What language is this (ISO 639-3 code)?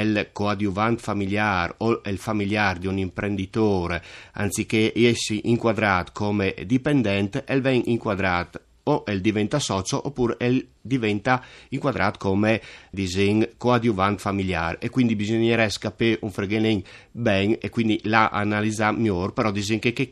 fur